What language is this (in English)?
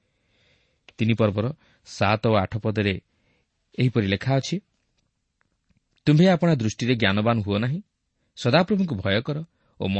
Odia